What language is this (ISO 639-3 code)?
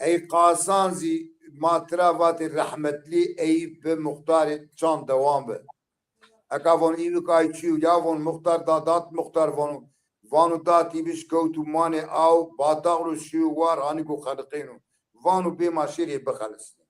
zza